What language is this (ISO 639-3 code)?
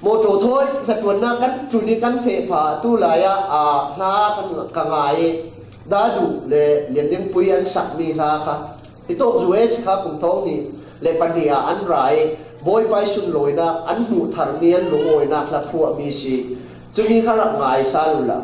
cfm